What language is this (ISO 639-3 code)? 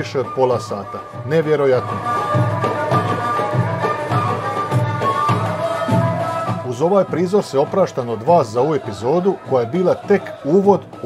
hrv